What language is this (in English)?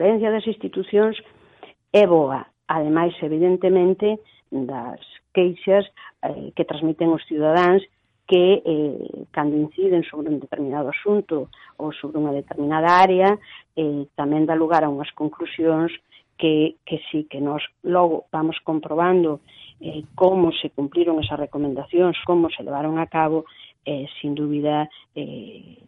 Galician